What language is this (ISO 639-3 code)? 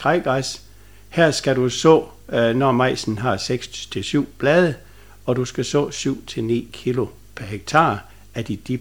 dan